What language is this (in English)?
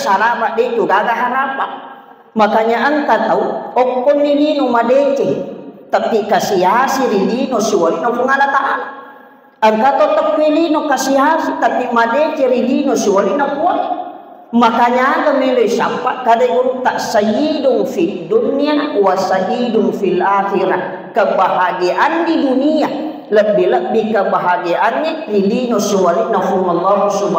Buginese